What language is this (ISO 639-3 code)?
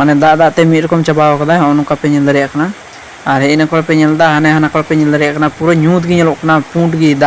sat